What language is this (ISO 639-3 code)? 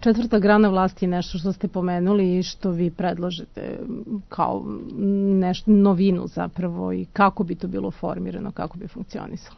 srp